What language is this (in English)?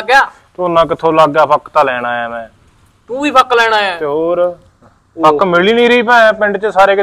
Punjabi